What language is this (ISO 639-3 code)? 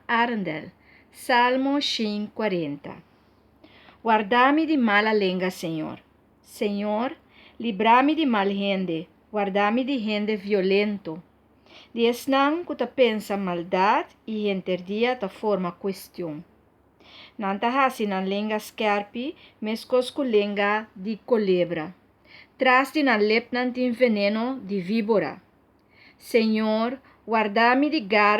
pap